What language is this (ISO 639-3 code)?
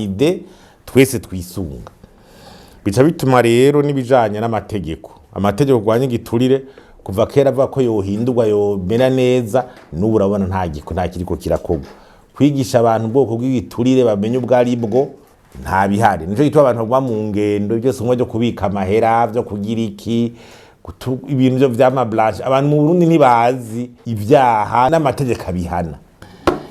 run